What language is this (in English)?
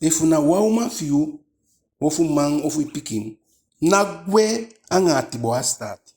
Eastern Maroon Creole